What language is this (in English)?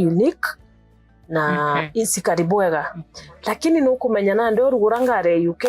Meru